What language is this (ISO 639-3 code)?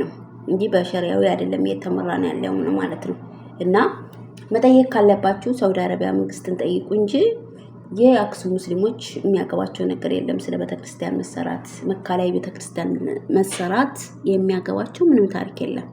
amh